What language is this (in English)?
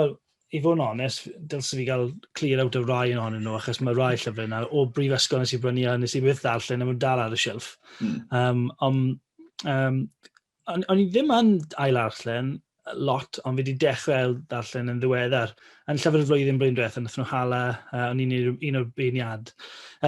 Welsh